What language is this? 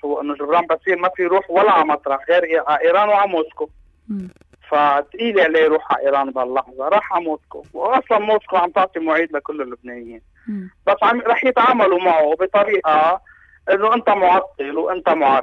North Levantine Arabic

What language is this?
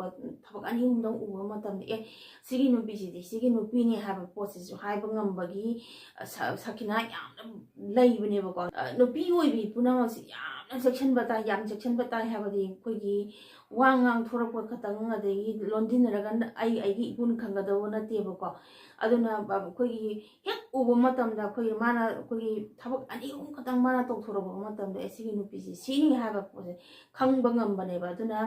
Manipuri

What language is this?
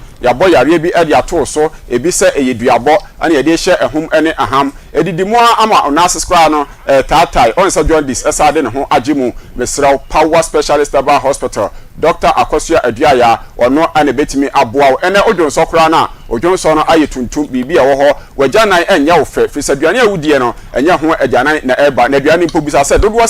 Akan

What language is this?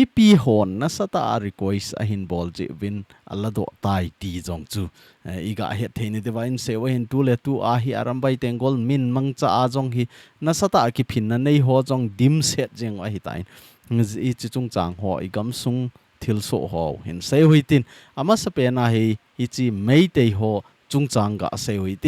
Thado Chin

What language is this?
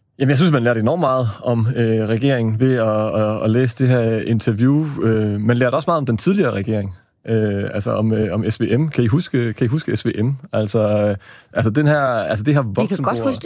Danish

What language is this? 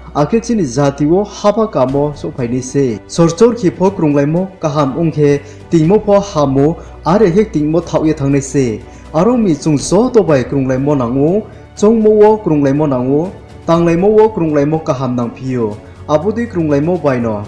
Riang (India)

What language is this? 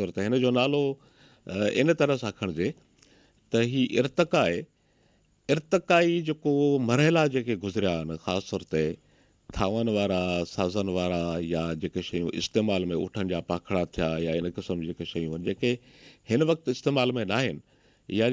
Sindhi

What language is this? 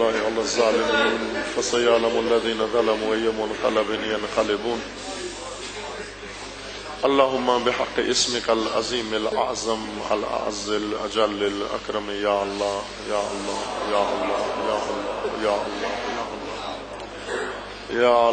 Urdu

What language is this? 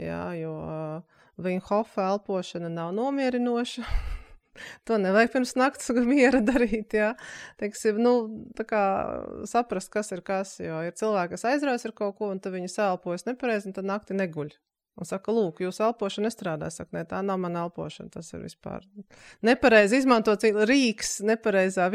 Latvian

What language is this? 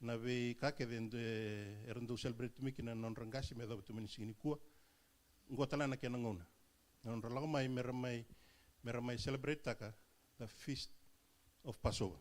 Fijian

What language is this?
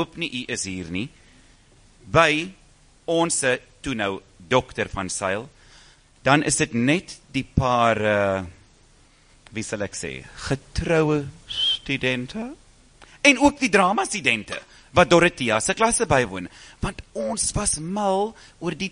Afrikaans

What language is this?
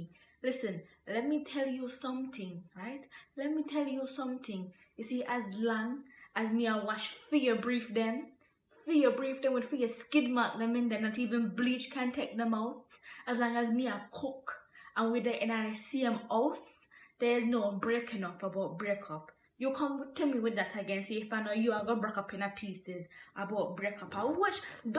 Jamaican Creole English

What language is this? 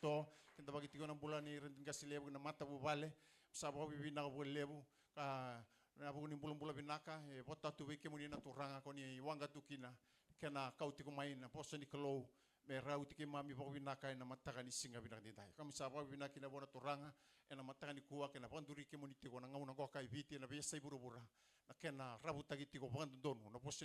Fijian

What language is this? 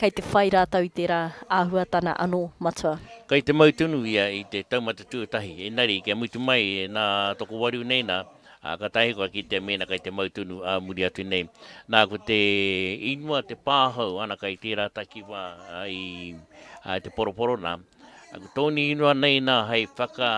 Māori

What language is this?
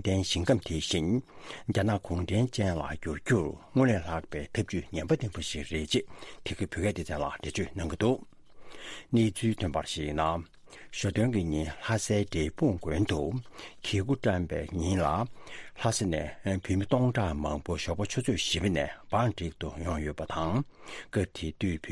Tibetan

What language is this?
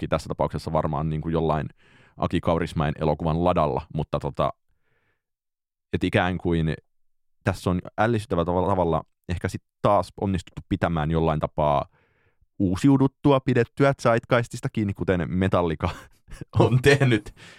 Finnish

